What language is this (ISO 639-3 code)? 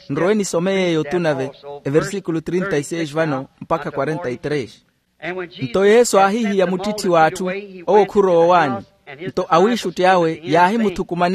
vmw